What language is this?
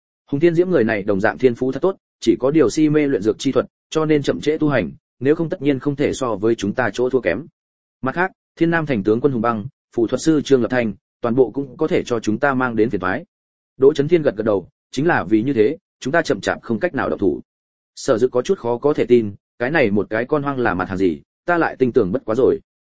Vietnamese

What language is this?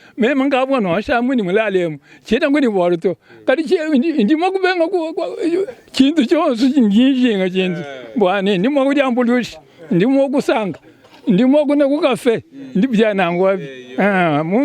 Luba-Lulua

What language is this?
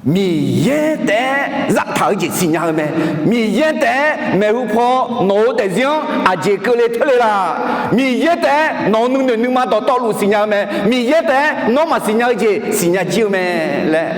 Akha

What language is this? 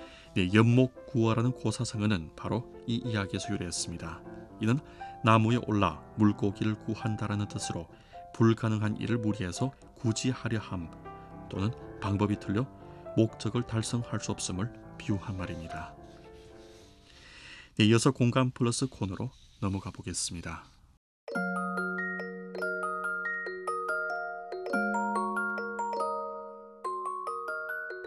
Korean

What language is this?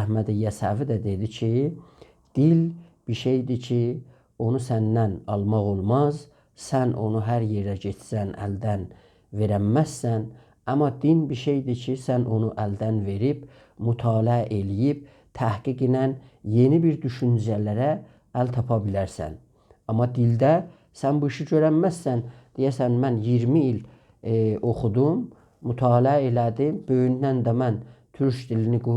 South Azerbaijani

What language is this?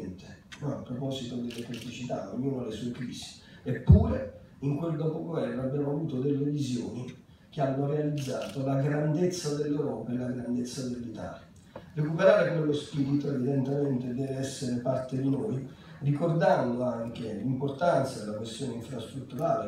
Italian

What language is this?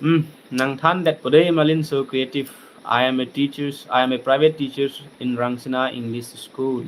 Karbi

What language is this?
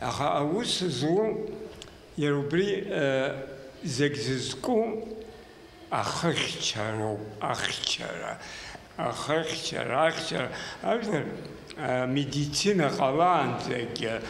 Abkhazian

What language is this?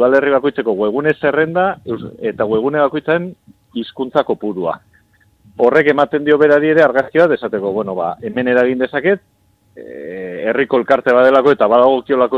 Basque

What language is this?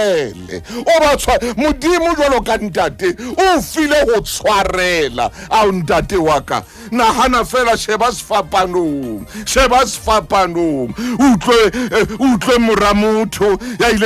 Southern Sotho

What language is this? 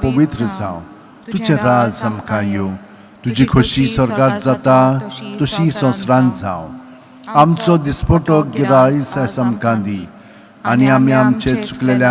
Konkani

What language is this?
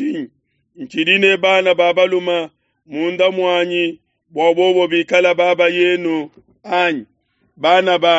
Luba-Lulua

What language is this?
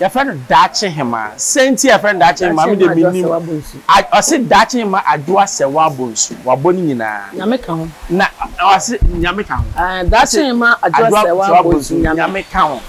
Akan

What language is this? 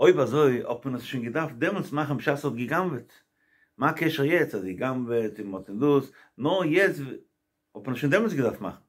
Yiddish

